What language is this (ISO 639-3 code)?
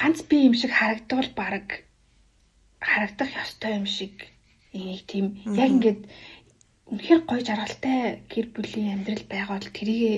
mon